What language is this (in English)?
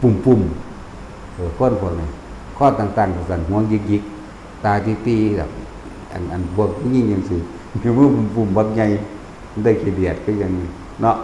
Northeastern Thai